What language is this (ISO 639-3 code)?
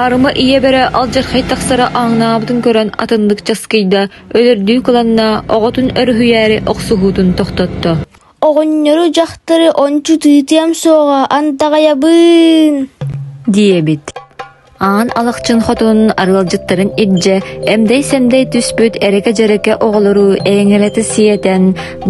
sah